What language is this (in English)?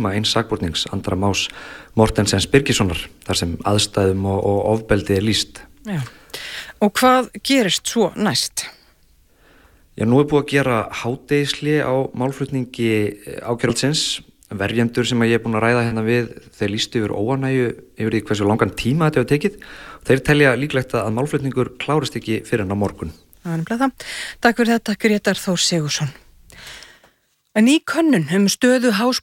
Icelandic